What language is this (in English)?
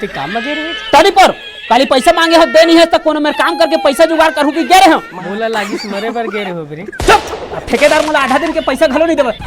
Chhattisgarhi